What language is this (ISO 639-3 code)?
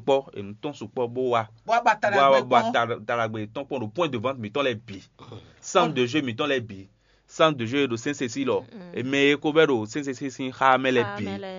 fon